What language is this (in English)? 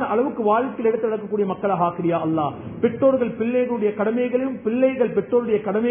Tamil